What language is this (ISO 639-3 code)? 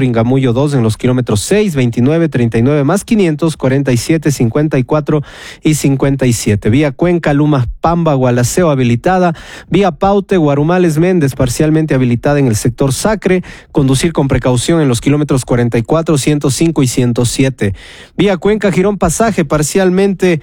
spa